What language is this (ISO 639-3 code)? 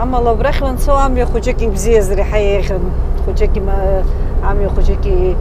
abk